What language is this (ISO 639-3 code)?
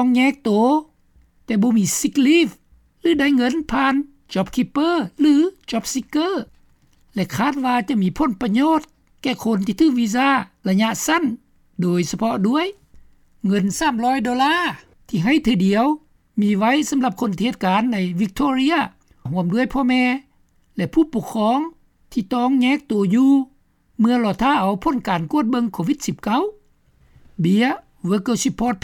lao